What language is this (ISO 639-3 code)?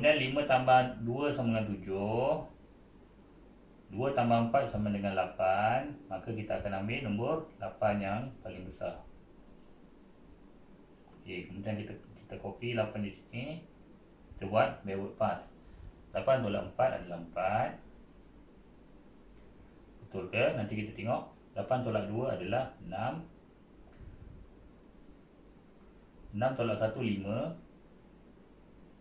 msa